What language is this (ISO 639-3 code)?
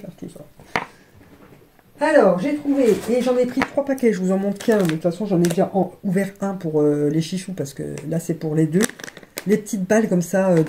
fra